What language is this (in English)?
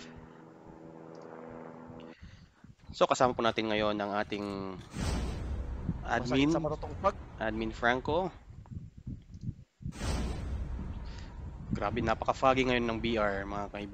Filipino